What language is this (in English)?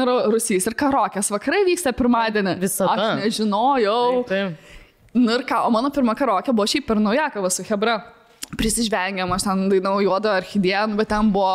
Lithuanian